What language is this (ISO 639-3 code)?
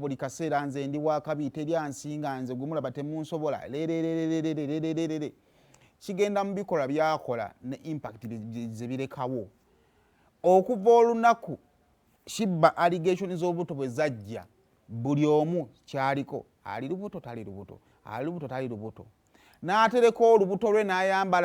lug